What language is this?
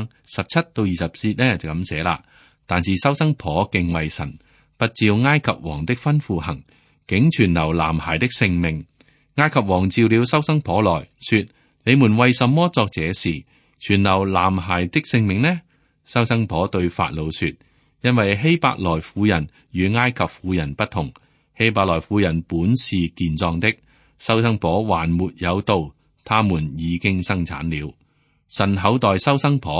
Cantonese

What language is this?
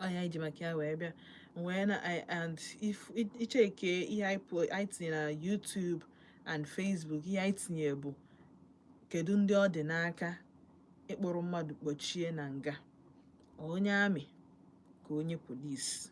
Igbo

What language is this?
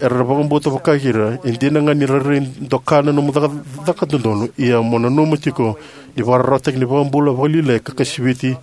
Fijian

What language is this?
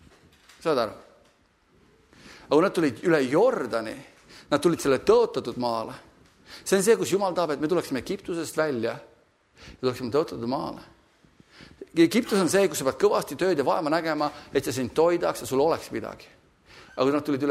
Estonian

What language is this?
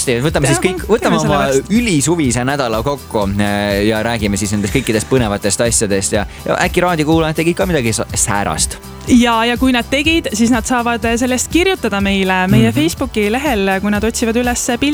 Estonian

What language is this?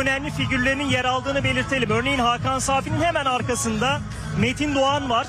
Turkish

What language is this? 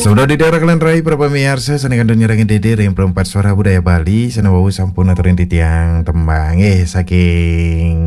Balinese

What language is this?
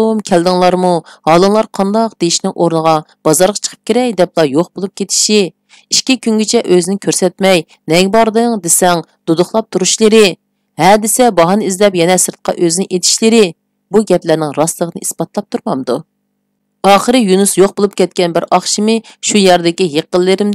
Uyghur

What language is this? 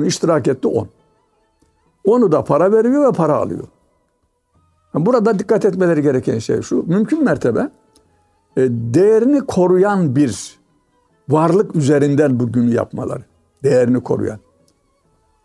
Turkish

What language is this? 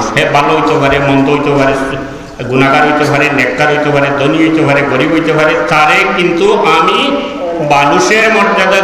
Sylheti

